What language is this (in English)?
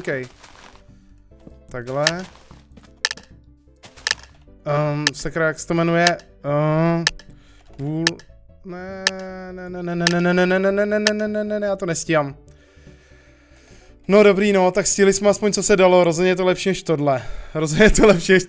Czech